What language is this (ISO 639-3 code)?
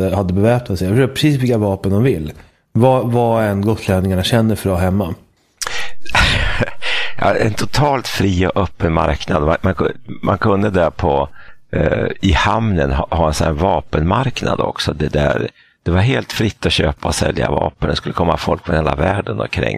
swe